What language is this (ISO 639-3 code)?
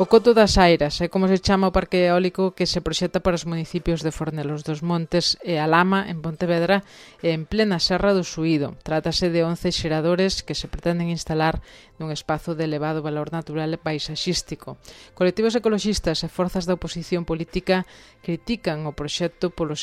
glg